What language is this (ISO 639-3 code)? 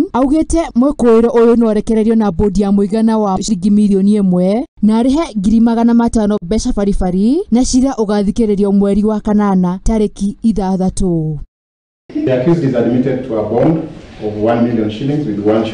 kik